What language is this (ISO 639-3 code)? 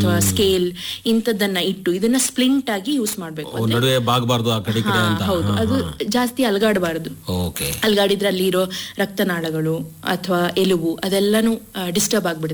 kan